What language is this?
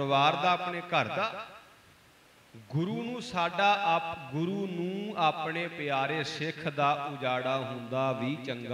Punjabi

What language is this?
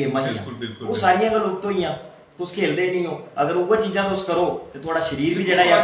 Dogri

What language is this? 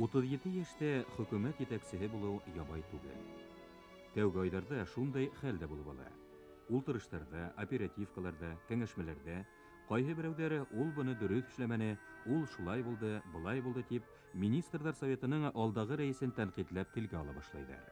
Bashkir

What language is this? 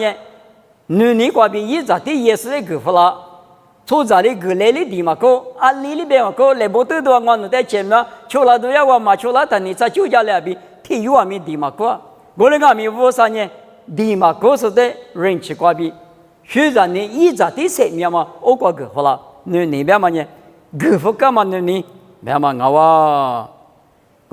Lisu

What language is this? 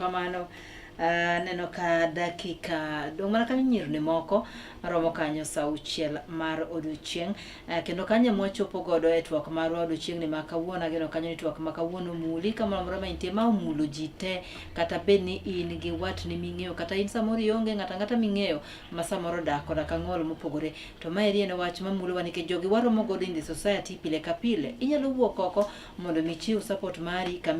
Luo (Kenya and Tanzania)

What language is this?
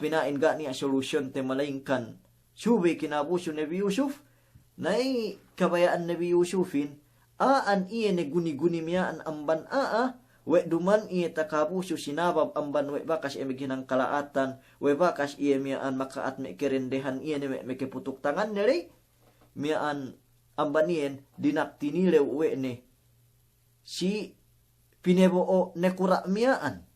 Yakan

